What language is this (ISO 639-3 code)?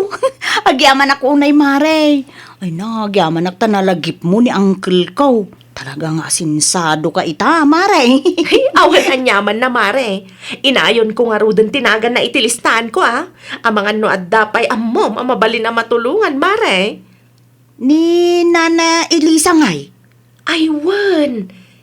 ilo